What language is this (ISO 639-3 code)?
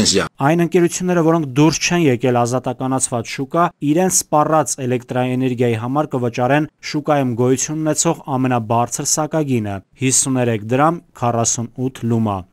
hye